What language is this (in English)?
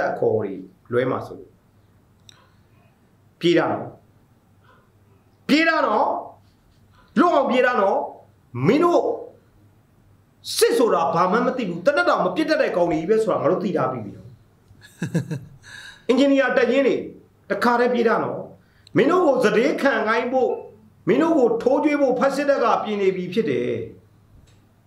Burmese